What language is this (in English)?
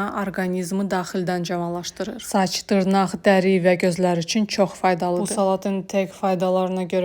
Azerbaijani